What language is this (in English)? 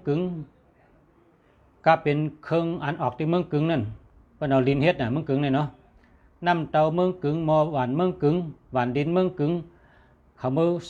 Shan